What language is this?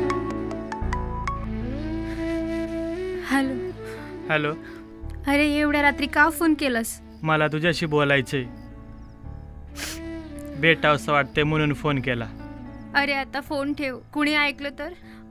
Marathi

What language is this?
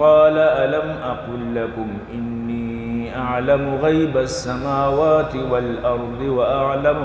Eastern Balochi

